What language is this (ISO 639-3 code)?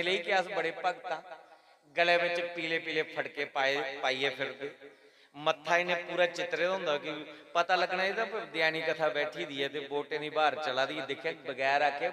doi